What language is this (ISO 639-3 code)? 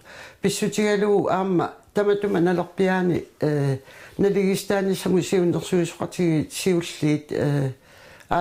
kal